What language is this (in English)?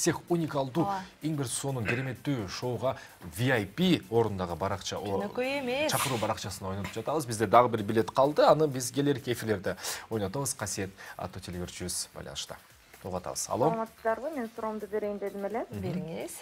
Kyrgyz